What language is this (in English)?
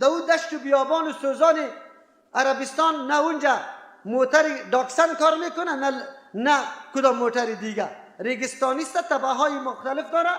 Persian